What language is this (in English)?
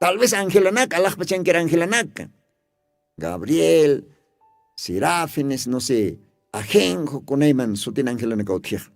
Aymara